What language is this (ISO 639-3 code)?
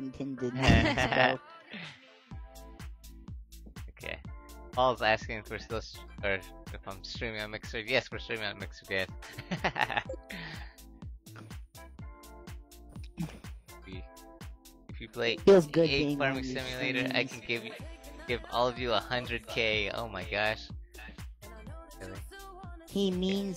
eng